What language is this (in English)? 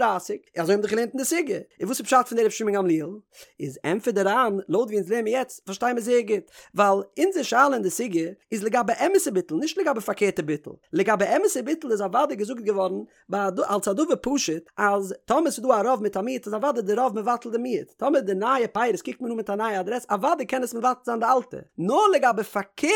Yiddish